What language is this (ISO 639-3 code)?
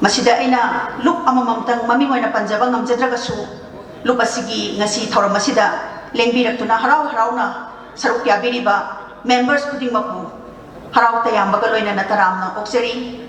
mni